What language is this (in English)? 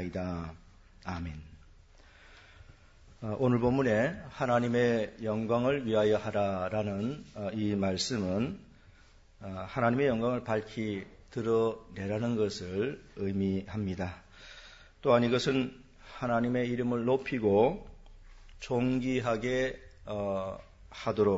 Korean